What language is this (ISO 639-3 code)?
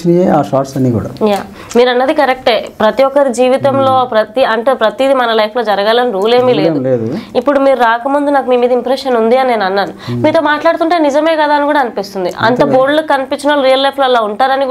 tel